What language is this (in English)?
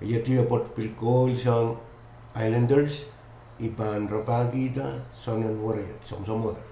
Pohnpeian